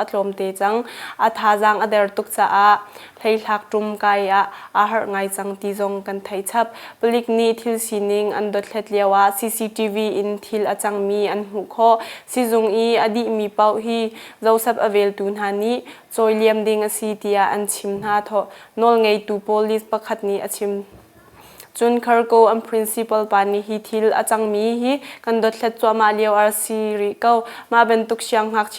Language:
Hakha Chin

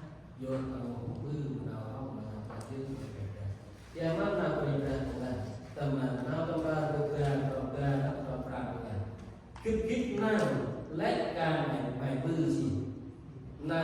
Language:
Central Mnong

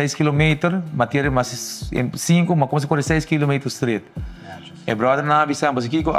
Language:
Papiamento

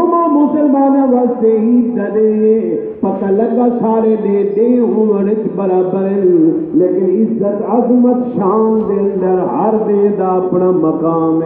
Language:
Saraiki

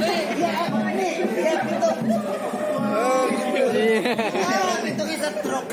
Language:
Betawi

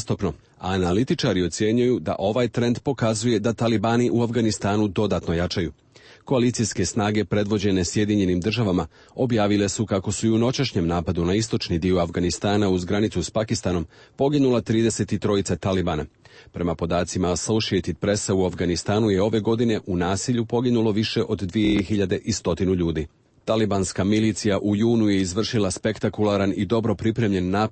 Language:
Serbian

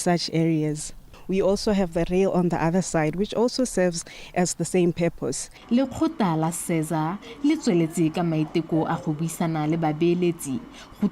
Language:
Tswana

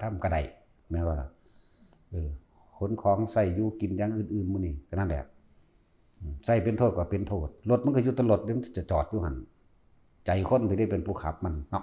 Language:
Northeastern Thai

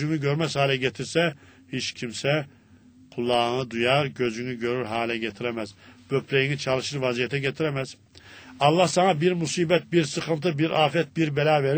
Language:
Turkish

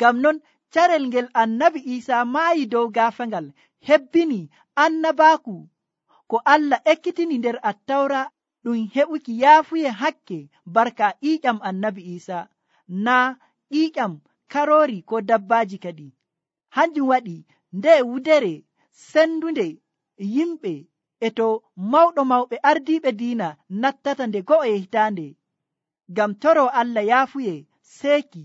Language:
Nigerian Fulfulde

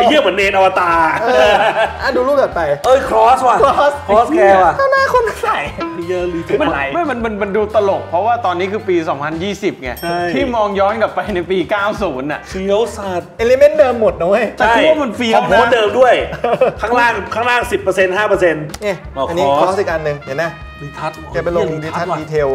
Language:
Thai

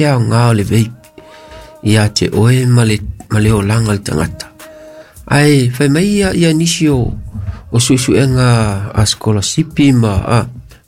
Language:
Samoan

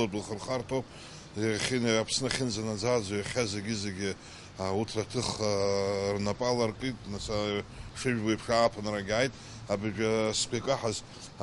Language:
Abkhazian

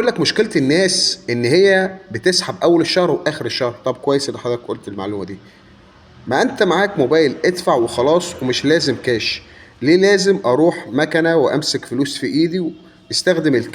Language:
Egyptian Arabic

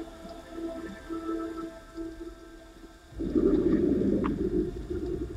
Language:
Hungarian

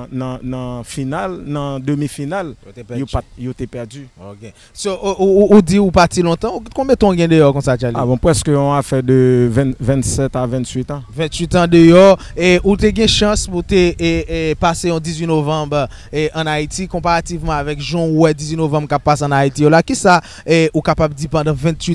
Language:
Haitian Creole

